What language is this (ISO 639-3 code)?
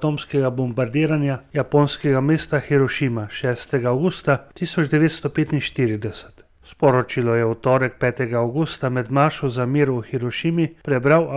slv